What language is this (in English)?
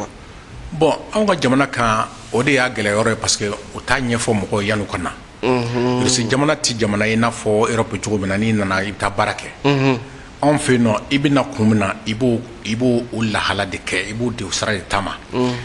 Bambara